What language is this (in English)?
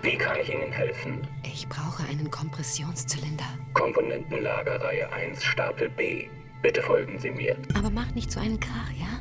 Bavarian